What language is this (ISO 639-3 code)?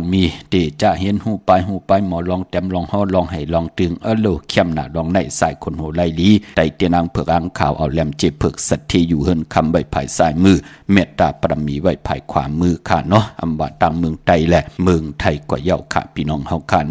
shn